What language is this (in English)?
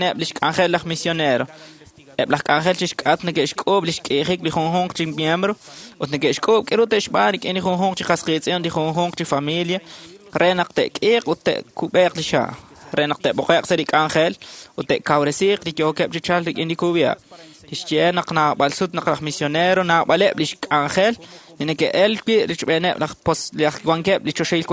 Kekchí